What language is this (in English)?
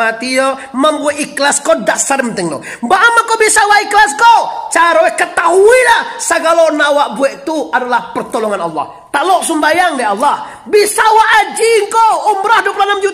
Minangkabau